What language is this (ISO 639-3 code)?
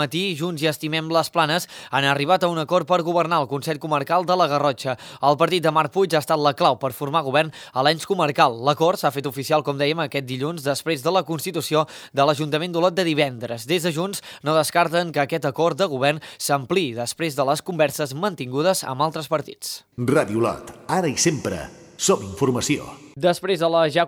cat